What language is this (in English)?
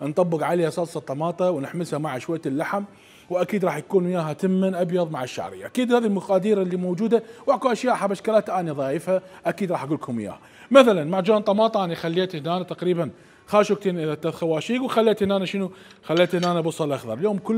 Mesopotamian Arabic